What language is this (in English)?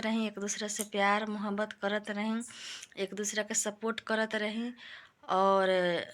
Bhojpuri